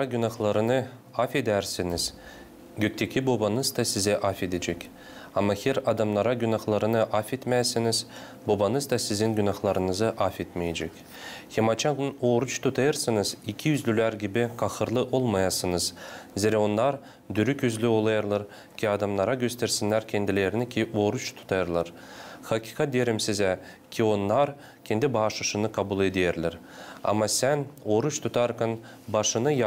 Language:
Gagauz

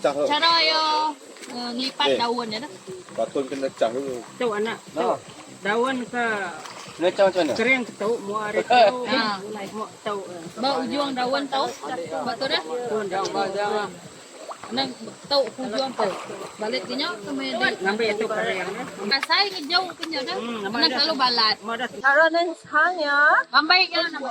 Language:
Iban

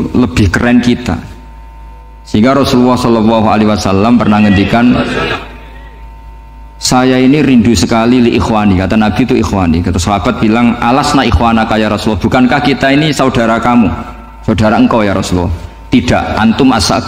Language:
Indonesian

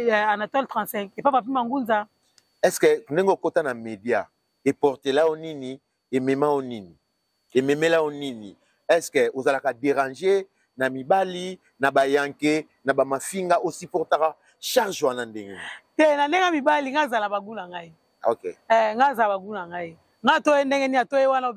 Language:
Lingala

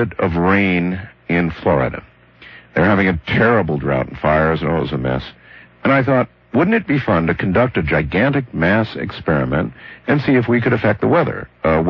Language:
English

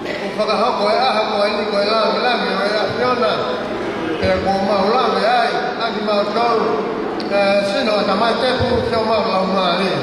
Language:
Tongan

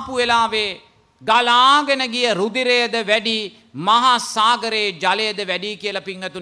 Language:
Sinhala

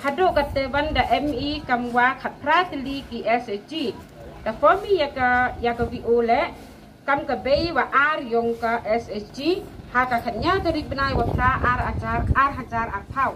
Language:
Pnar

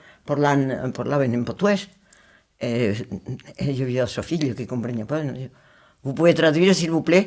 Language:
Occitan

